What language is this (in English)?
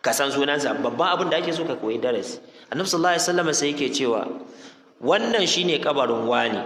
Hausa